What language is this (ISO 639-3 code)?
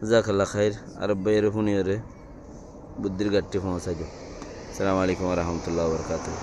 rhg